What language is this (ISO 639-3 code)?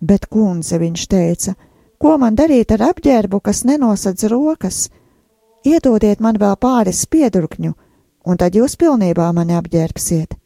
lav